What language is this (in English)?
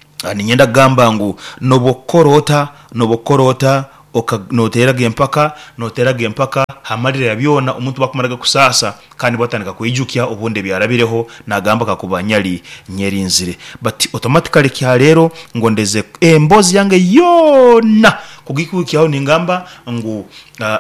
Nyoro